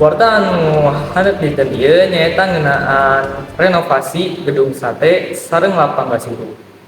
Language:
Sundanese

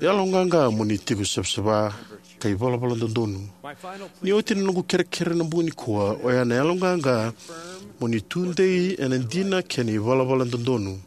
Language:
Fijian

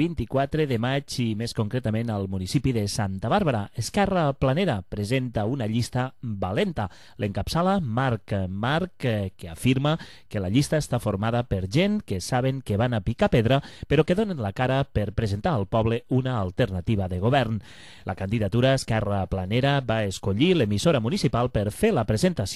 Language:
Catalan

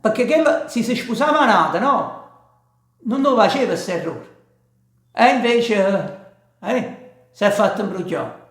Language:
Neapolitan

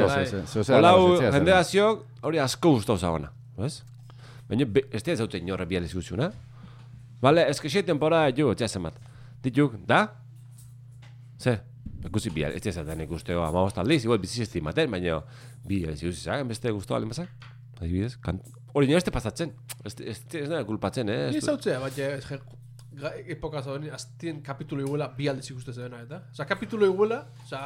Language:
Basque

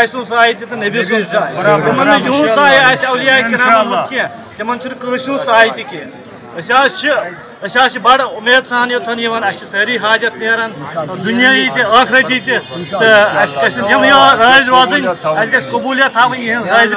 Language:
Kashmiri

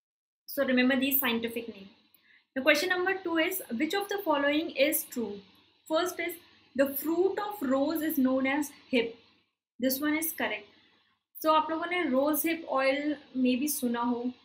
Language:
Hindi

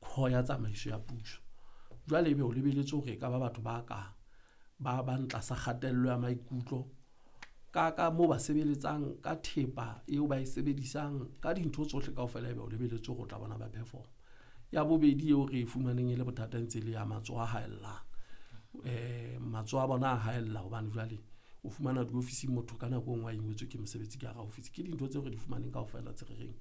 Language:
Southern Sotho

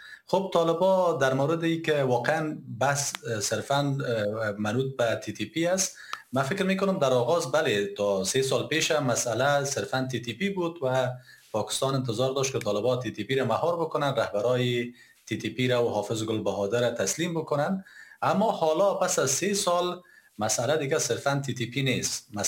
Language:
Persian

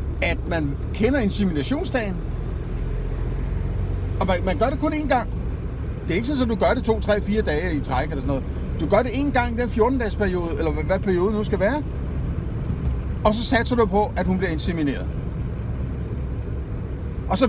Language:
Danish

